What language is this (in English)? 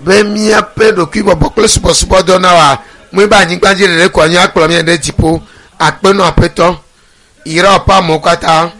Ewe